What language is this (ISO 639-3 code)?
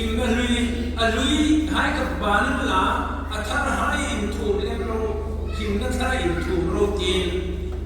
hmr